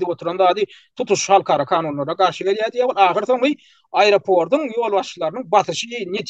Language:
Turkmen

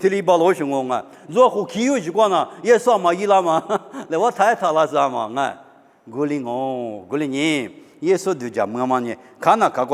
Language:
Lisu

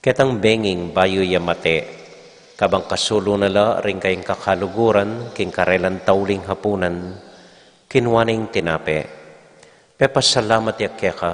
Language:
Pampanga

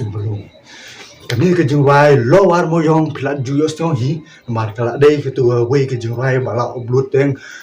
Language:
Khasi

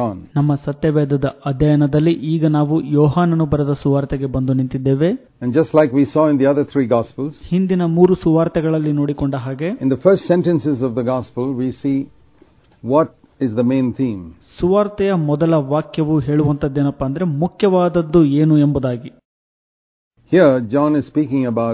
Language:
Kannada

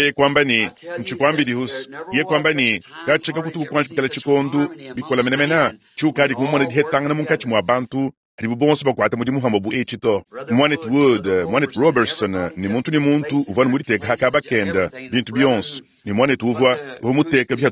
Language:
Luba-Lulua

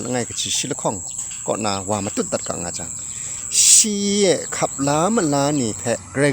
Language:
Kachin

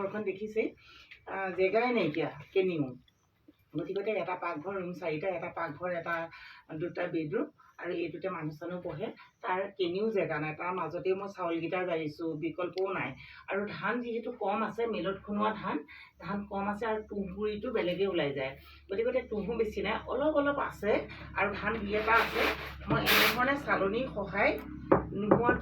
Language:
Assamese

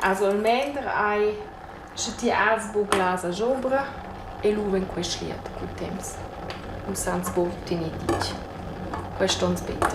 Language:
Romansh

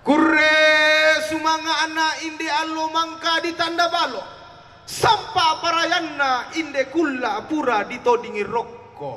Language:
Toraja-Sa'dan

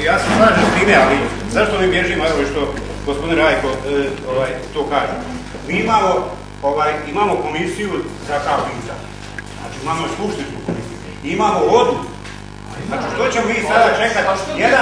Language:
Bosnian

